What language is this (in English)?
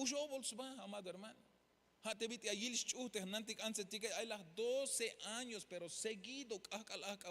Tzeltal